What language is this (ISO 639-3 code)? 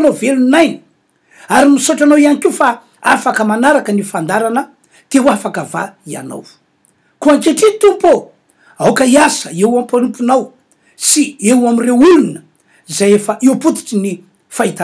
mlg